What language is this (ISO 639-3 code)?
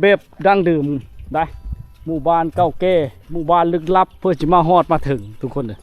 lao